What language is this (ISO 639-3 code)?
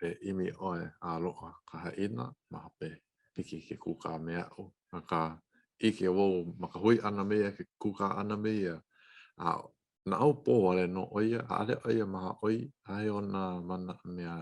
haw